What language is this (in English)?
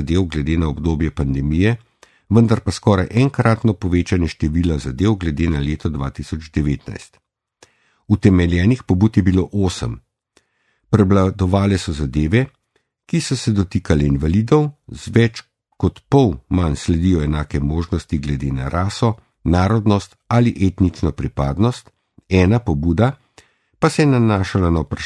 Slovenian